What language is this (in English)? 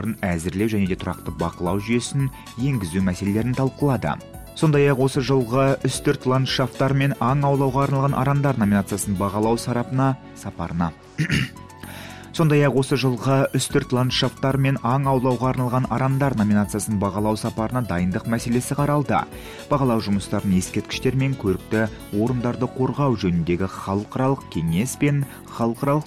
Kazakh